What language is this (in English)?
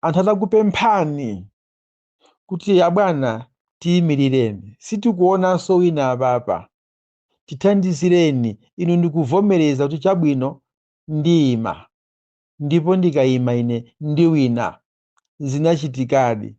Nyanja